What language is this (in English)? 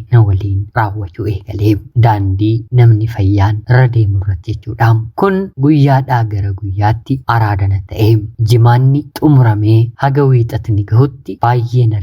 Oromo